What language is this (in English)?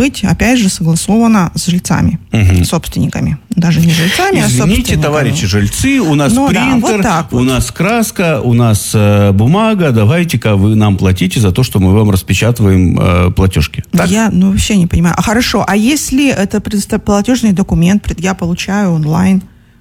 Russian